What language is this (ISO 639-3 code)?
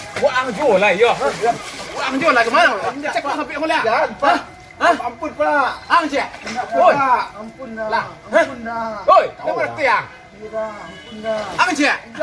min